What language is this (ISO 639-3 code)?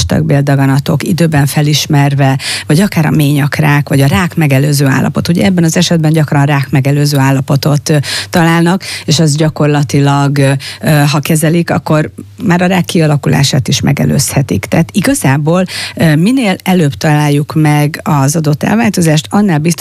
hun